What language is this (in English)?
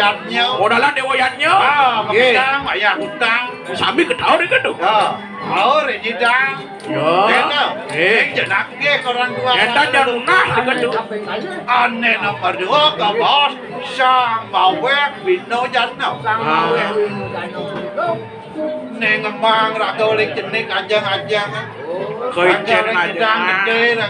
Balinese